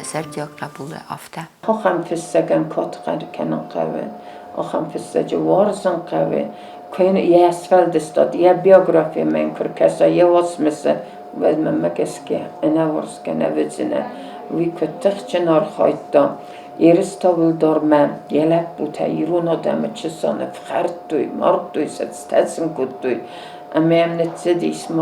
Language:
Ossetic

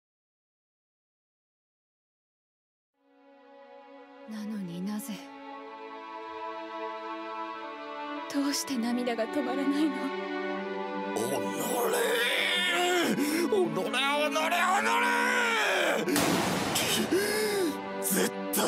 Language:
Japanese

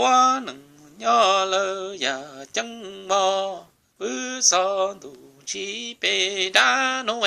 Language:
Hmong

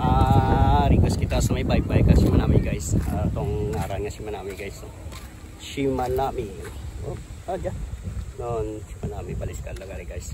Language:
Hiligaynon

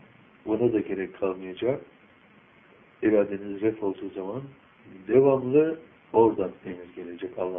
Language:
Turkish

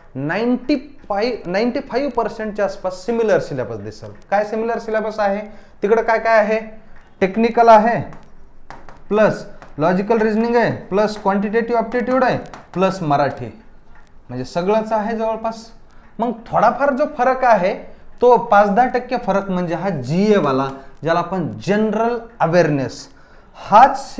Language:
Marathi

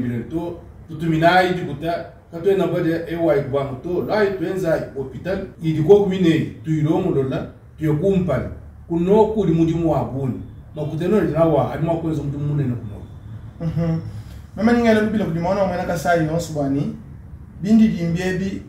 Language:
Luba-Lulua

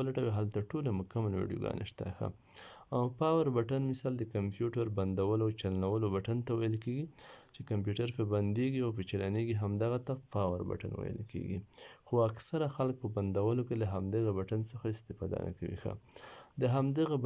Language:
Pashto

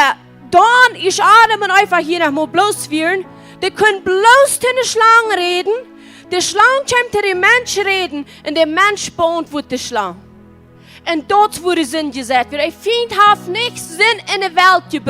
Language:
Plautdietsch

